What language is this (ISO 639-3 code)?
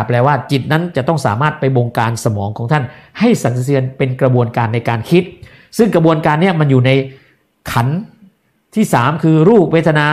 tha